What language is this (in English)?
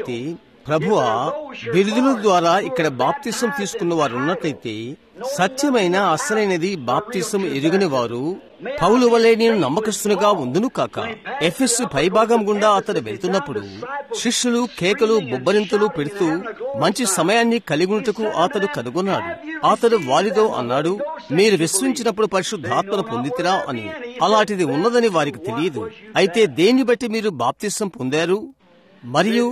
Telugu